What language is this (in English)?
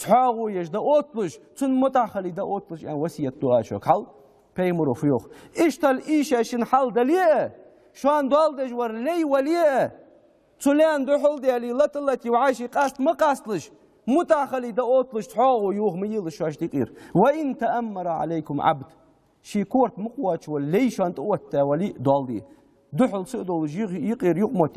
Ingush